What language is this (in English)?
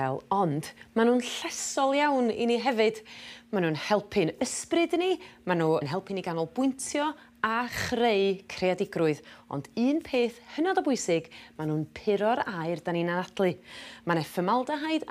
Welsh